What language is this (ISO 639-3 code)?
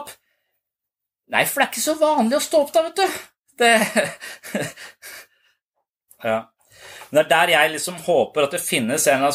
nor